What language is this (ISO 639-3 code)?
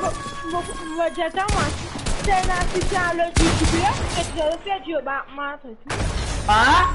mfe